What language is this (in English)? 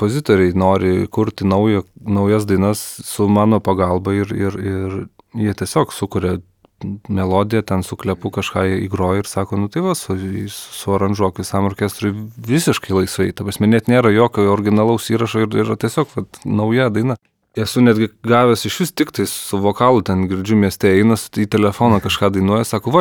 Lithuanian